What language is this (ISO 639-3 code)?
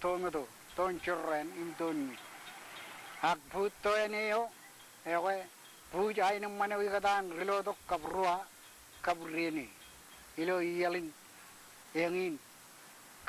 mah